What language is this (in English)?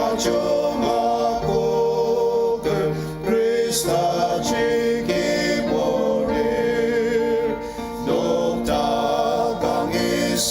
Ao Naga